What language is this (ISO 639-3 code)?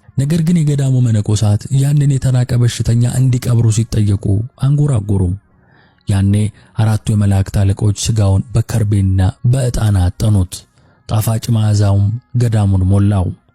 amh